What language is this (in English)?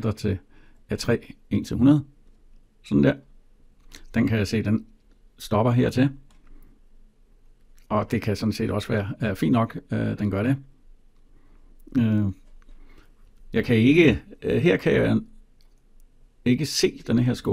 Danish